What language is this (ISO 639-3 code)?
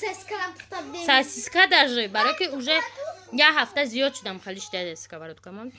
tgk